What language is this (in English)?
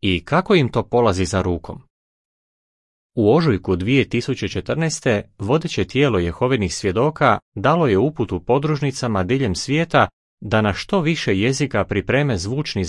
Croatian